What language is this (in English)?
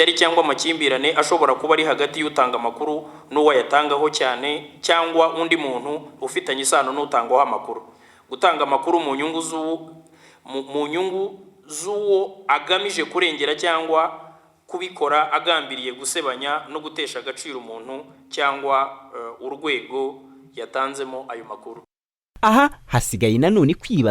Kinyarwanda